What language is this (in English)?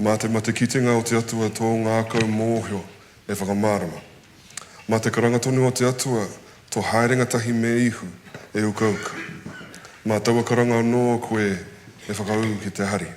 Māori